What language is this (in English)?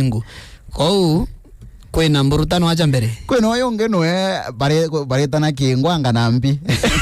Meru